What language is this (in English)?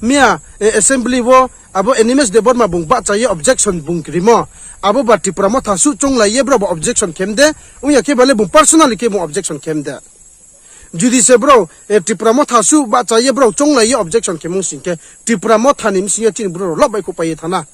Riang (India)